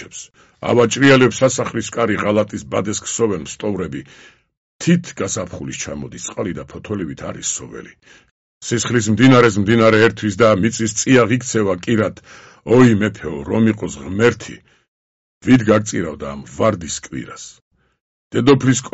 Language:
Georgian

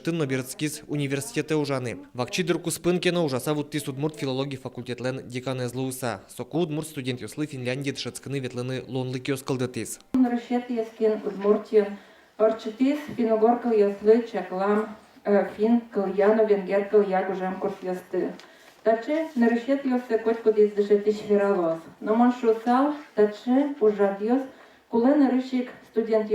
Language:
Udmurt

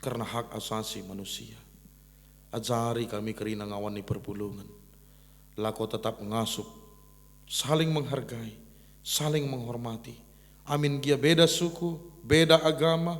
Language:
Batak Karo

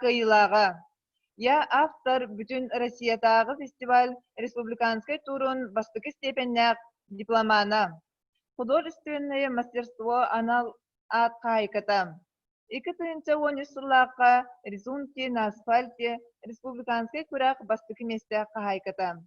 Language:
Yakut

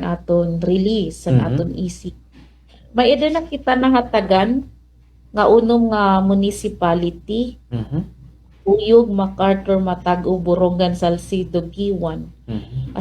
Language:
Waray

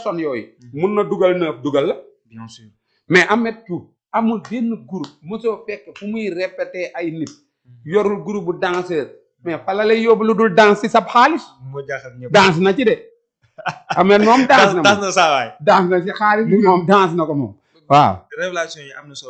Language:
Wolof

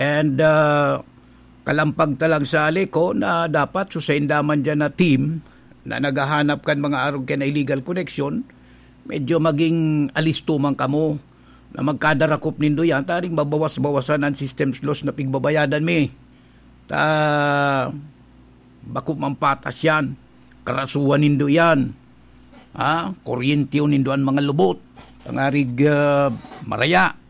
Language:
Bikol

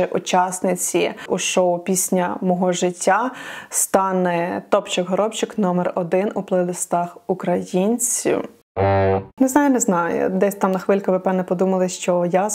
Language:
Ukrainian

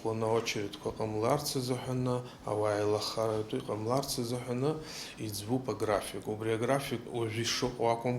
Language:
Abkhazian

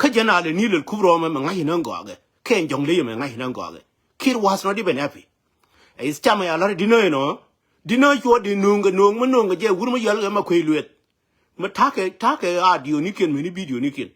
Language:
Nuer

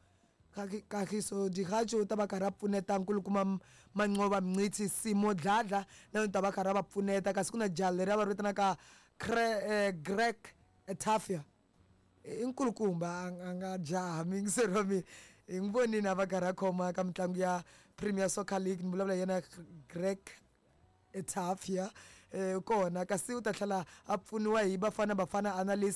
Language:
Tsonga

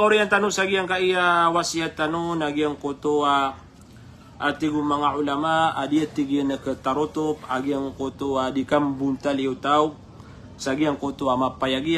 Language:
Maranao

